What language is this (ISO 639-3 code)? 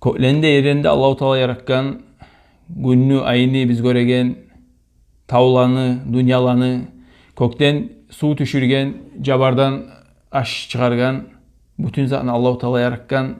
kum